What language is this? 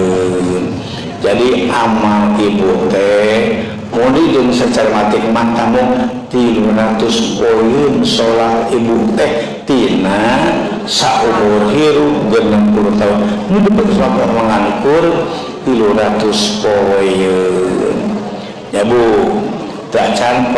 Sundanese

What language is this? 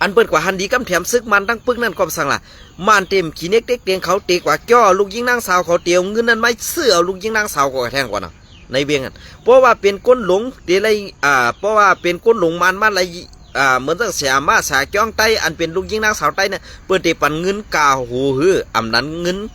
Shan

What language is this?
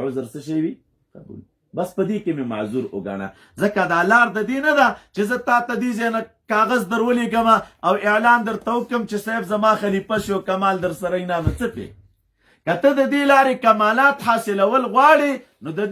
Pashto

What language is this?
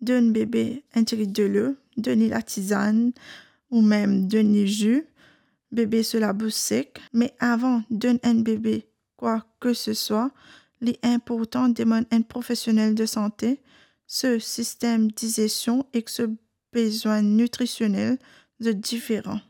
Morisyen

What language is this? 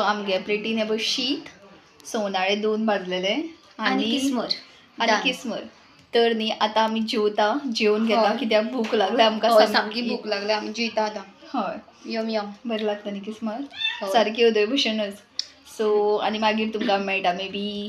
Konkani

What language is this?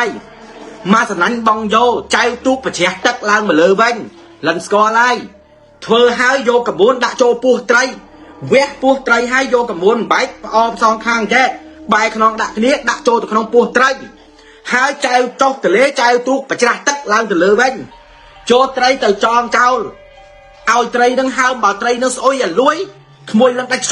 Khmer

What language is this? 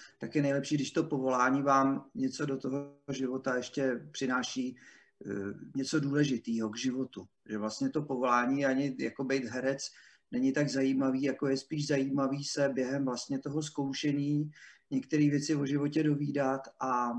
Czech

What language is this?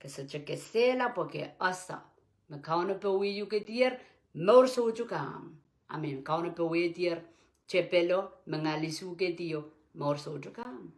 Pohnpeian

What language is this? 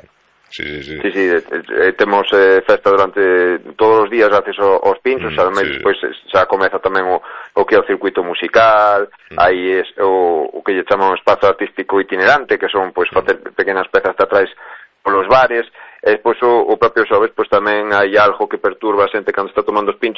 Galician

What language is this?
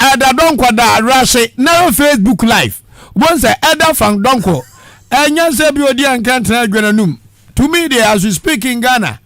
Akan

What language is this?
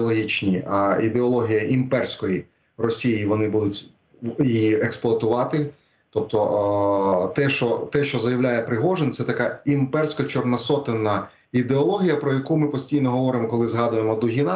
Ukrainian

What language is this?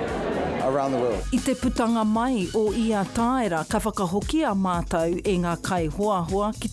Māori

